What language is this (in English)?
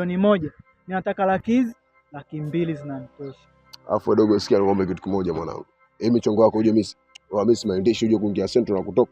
Swahili